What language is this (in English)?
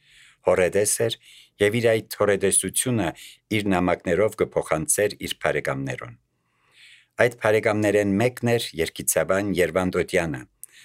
Armenian